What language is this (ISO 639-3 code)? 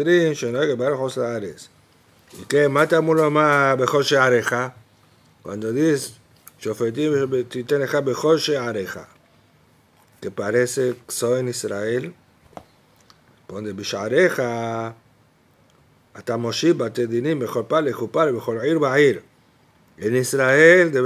spa